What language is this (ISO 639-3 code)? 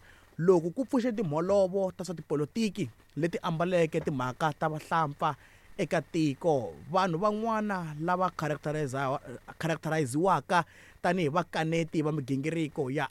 tso